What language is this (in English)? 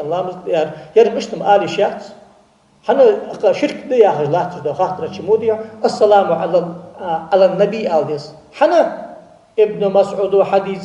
Ingush